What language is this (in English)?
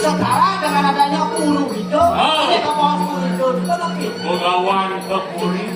Balinese